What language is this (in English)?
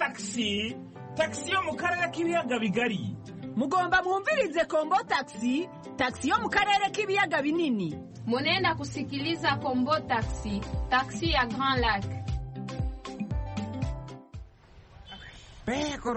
Kinyarwanda